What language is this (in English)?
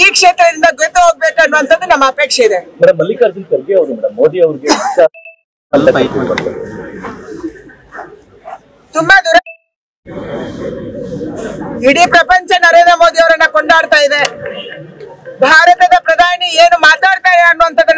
Kannada